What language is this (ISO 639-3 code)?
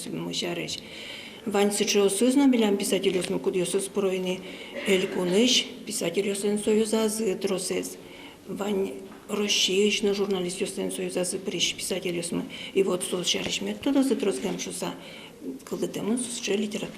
udm